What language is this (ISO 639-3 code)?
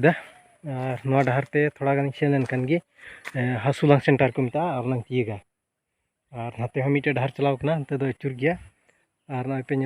sat